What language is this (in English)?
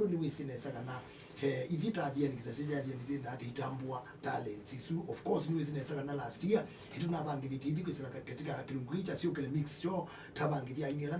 Kamba